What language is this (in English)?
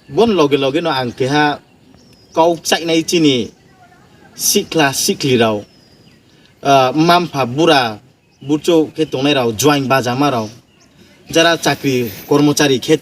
Riang (India)